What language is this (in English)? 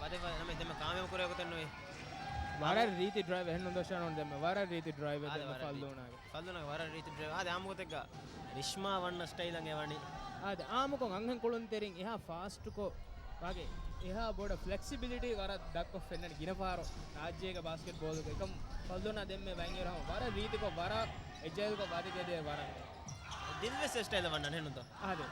Divehi